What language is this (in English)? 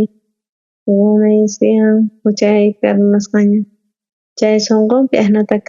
South Bolivian Quechua